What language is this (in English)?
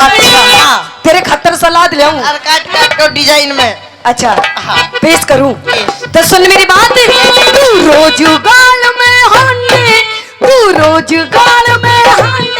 Haryanvi